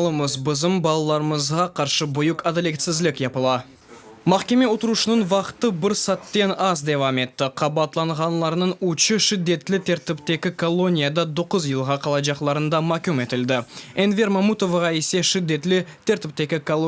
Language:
Crimean Tatar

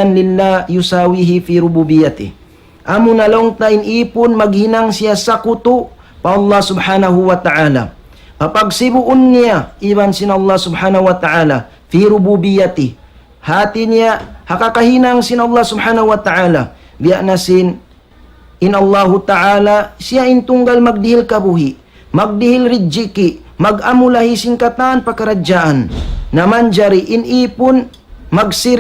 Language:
Tausug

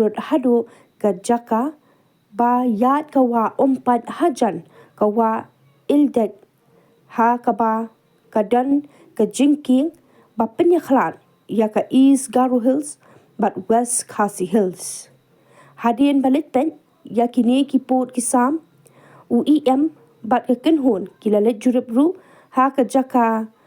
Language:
Khasi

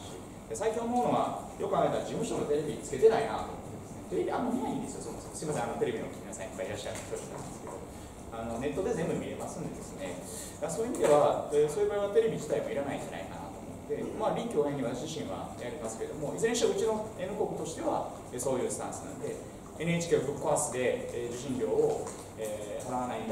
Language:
Japanese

